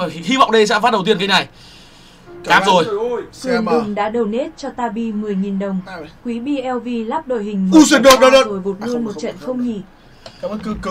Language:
Vietnamese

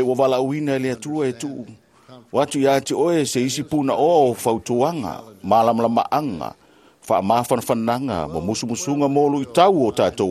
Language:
Samoan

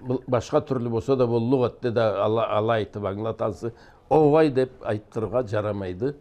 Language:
Karachay-Balkar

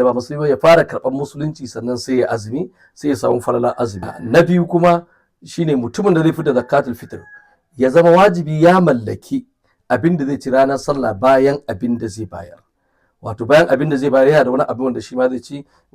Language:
Hausa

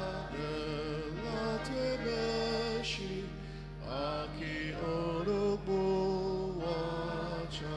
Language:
Ao Naga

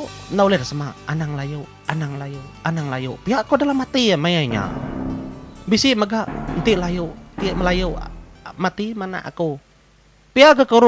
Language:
Iban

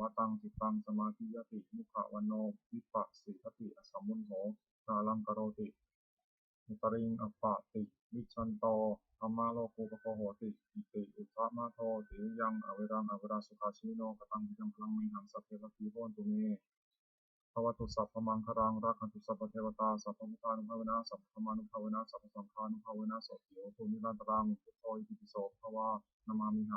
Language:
Pali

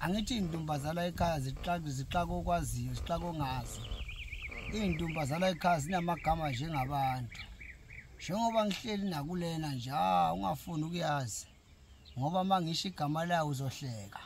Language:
Zulu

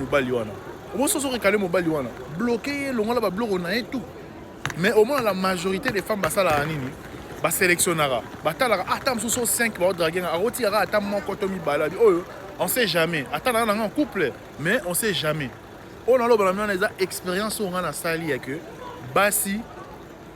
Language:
Lingala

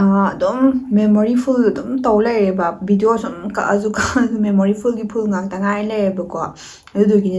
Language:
Manipuri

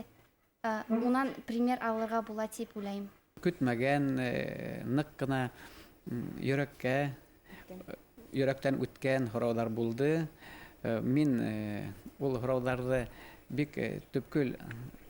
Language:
Bashkir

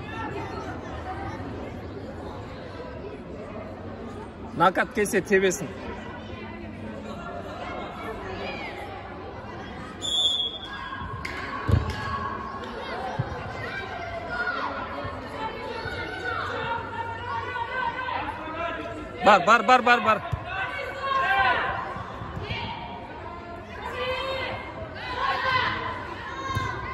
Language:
Kazakh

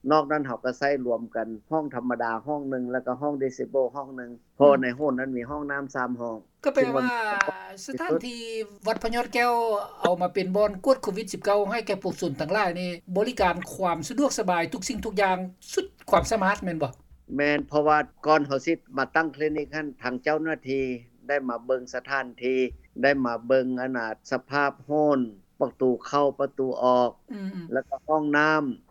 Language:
Lao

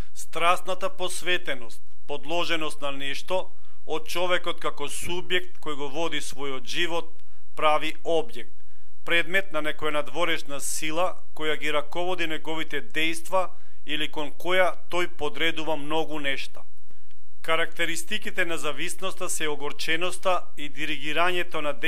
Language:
Macedonian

